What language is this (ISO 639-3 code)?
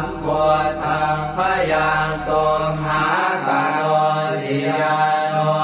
pli